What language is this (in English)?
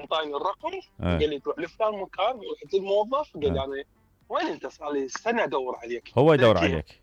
Mesopotamian Arabic